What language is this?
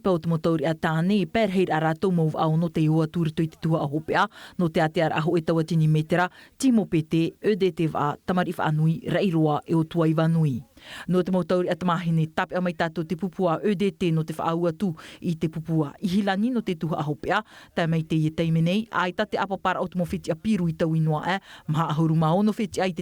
Tahitian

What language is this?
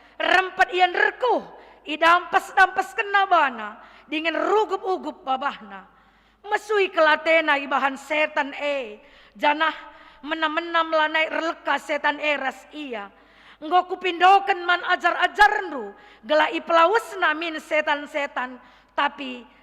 Batak Karo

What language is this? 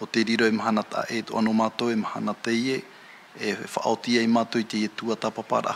Tahitian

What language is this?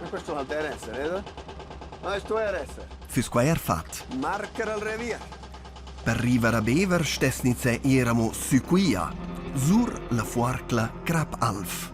Romansh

